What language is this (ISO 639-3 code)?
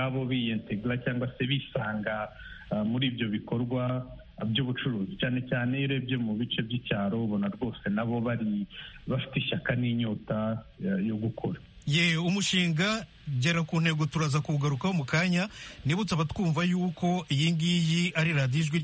kin